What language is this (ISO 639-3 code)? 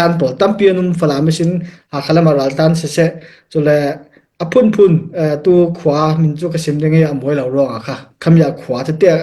cfm